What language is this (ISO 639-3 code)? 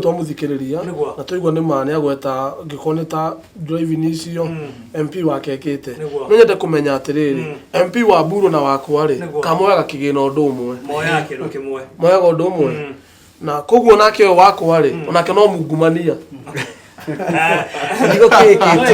kik